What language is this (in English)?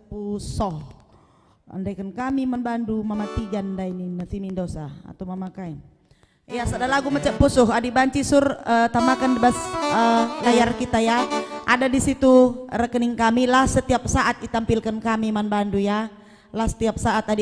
Batak Karo